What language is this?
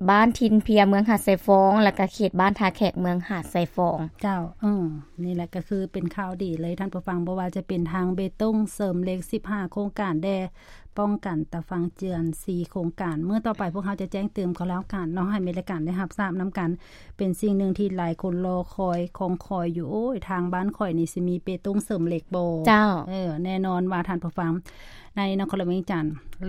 Lao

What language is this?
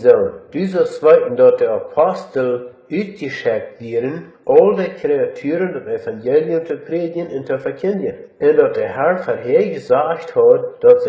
Plautdietsch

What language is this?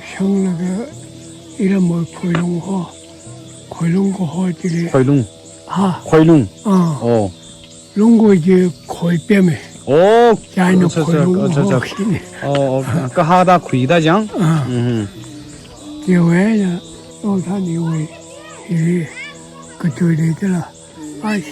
Tangkhul Naga (India)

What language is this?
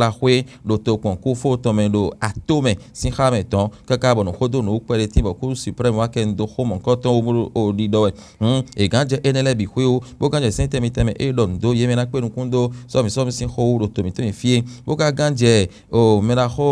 Fon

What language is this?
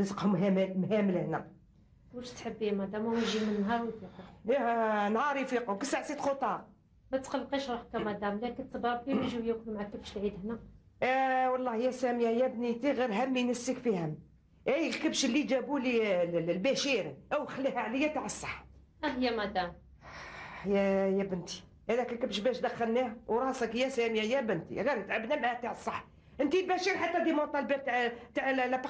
Algerian Arabic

